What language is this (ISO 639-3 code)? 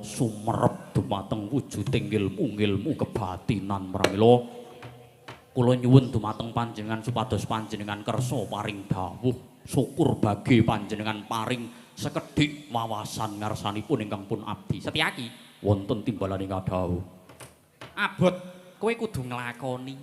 jav